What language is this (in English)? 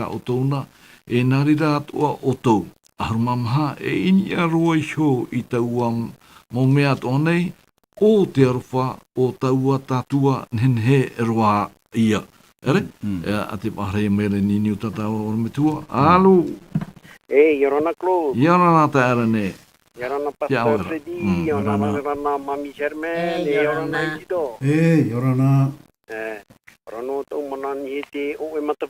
Tahitian